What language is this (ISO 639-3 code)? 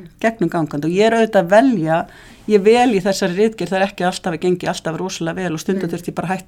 isl